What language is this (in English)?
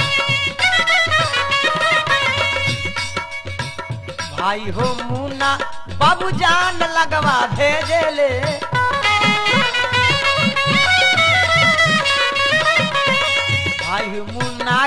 Bhojpuri